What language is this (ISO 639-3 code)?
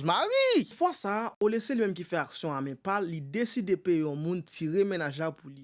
hat